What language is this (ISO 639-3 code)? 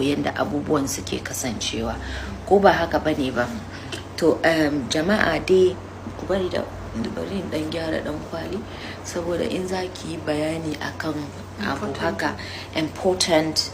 hau